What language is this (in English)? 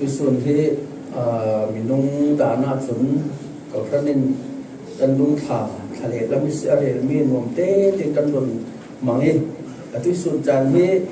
Falam Chin